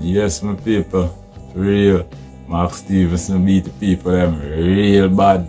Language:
Jamaican Creole English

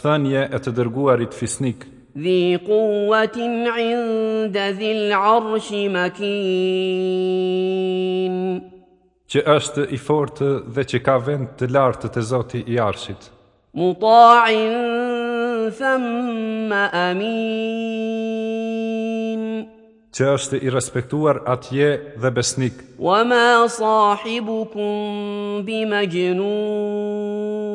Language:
Albanian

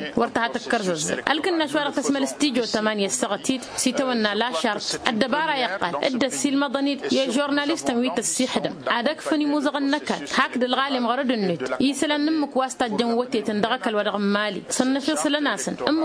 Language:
Tamasheq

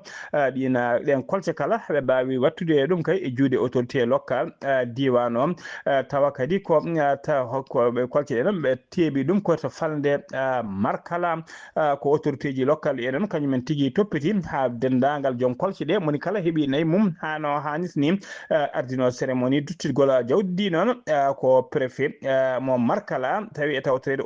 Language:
Fula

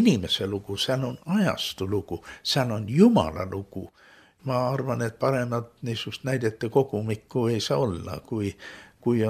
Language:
Estonian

